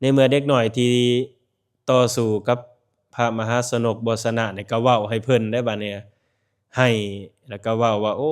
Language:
Lao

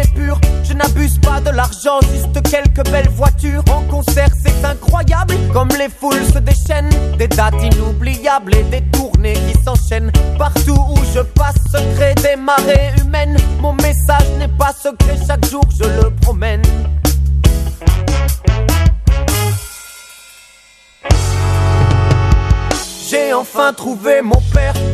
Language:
French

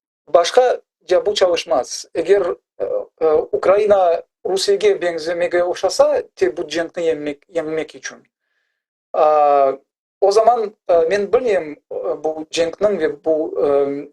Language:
Crimean Tatar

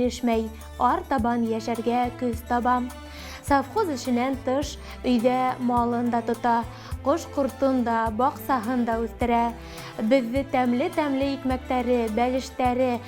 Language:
Bashkir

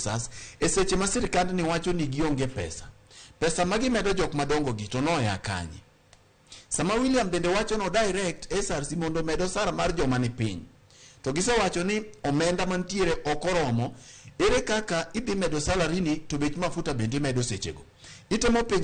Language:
Luo (Kenya and Tanzania)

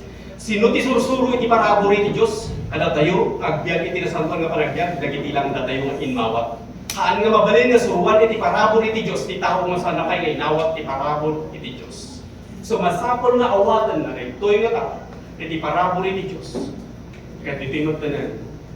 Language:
Iloko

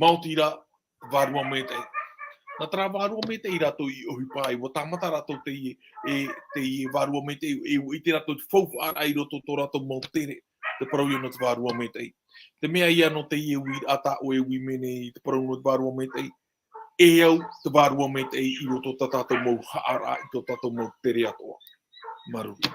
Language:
Tahitian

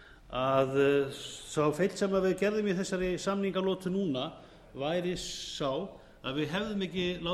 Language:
Icelandic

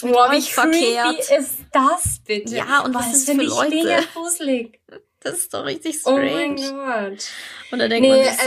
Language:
German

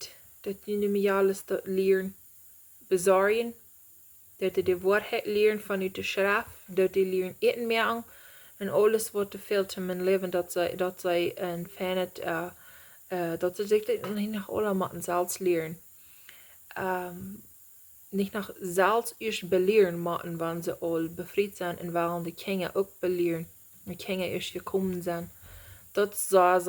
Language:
Plautdietsch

